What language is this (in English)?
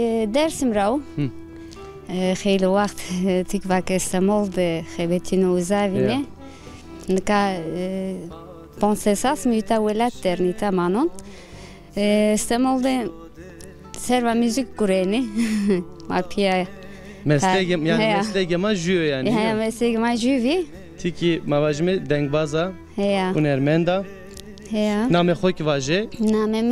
Zaza